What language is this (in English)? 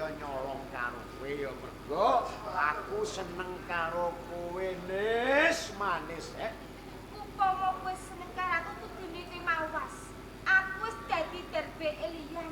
Javanese